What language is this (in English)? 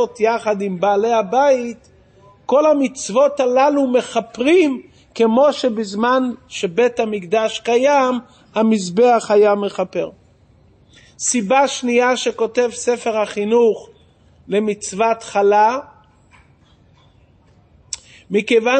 Hebrew